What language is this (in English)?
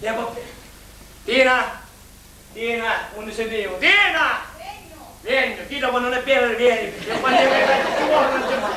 Sicilian